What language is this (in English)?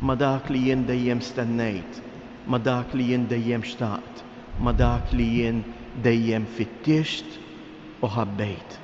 Maltese